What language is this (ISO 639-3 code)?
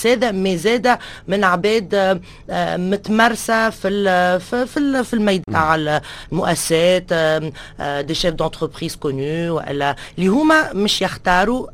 aeb